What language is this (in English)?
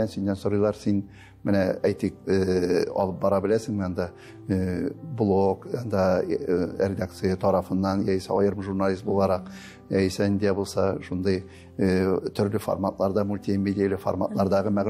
Tatar